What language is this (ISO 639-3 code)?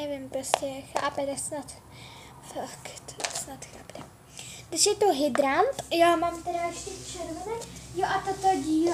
ces